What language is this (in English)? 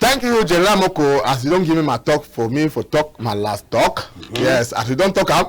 Cameroon Pidgin